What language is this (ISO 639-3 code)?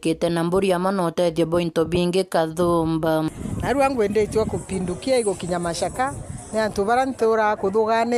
mer